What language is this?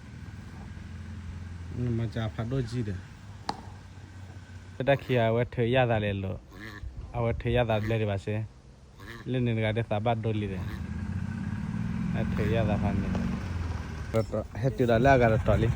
S'gaw Karen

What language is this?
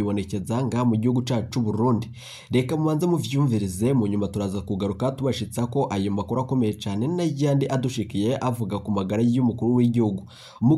Rundi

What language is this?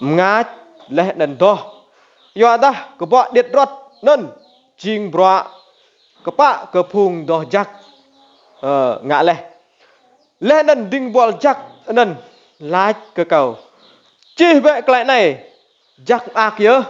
Rade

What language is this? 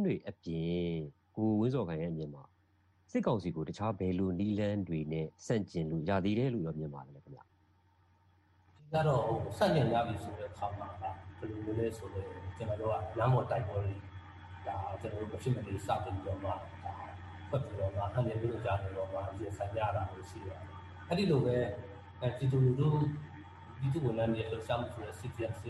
Burmese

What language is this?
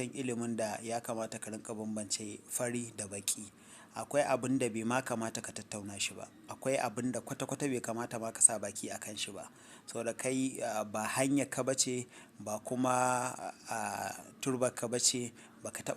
Hausa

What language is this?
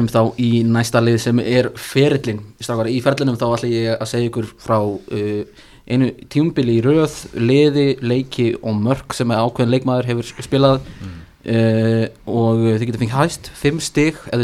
Icelandic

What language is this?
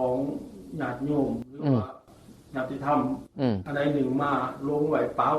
Northeastern Thai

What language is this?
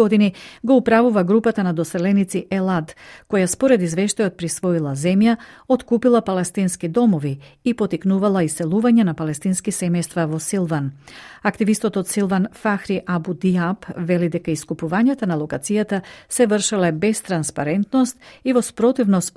Macedonian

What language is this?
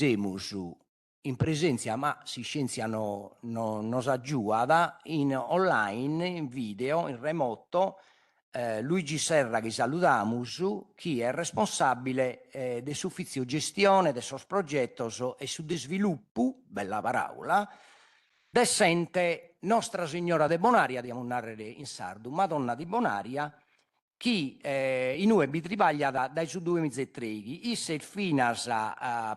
Sardinian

